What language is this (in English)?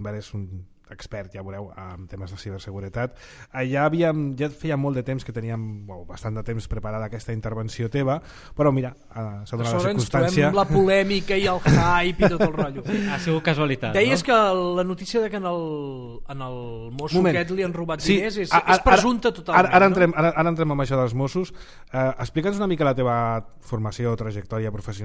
Catalan